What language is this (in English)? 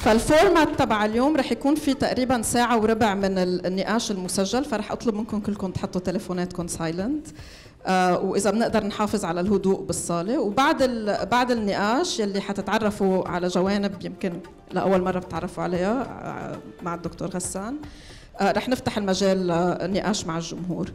North Levantine Arabic